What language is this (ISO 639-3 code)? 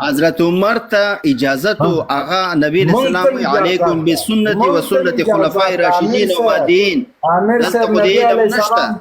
pus